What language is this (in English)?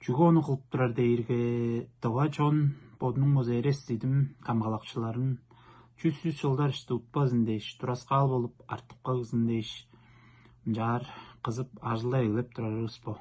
Tuvinian